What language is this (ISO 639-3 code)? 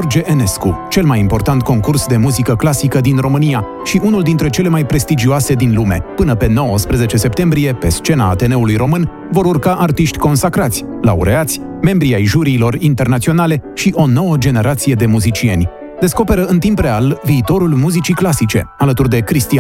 ron